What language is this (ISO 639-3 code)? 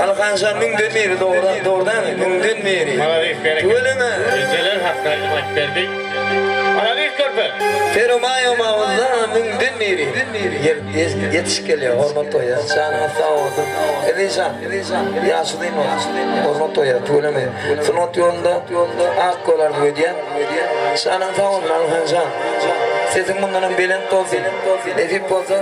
tuk